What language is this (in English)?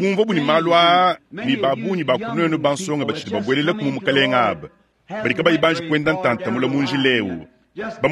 Luba-Lulua